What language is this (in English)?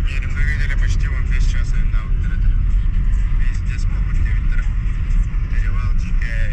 Yakut